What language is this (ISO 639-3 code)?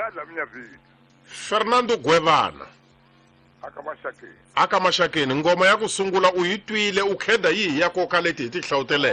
tso